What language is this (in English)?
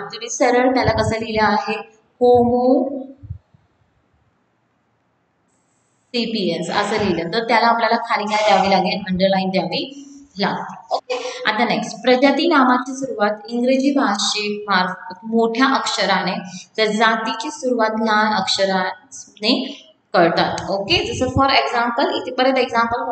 Marathi